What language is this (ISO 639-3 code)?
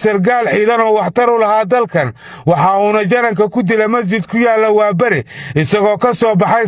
som